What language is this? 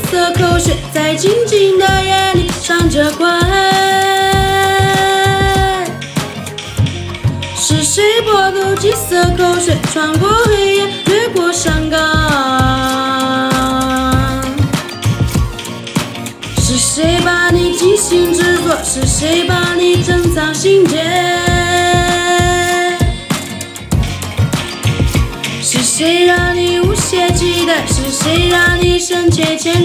Chinese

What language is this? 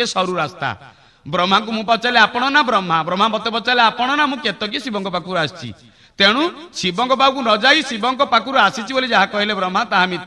Odia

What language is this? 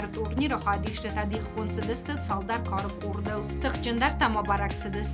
Ossetic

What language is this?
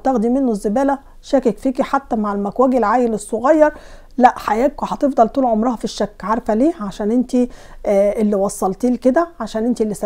Egyptian Arabic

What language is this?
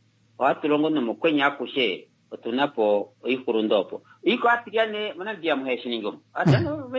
Kuanyama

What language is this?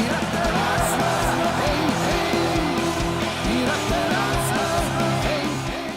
Ossetic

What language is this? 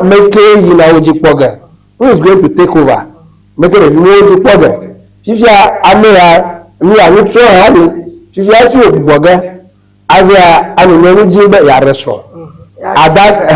Ewe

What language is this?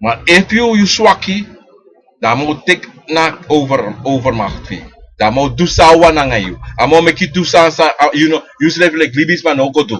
Sranan Tongo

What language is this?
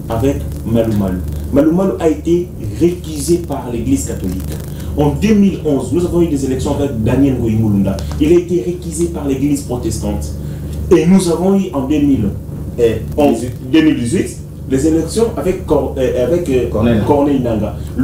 French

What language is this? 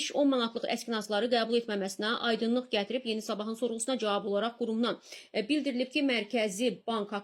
Azerbaijani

